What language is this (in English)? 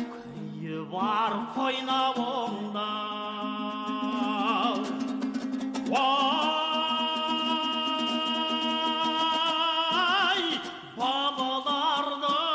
Kazakh